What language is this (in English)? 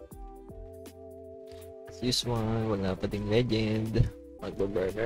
Filipino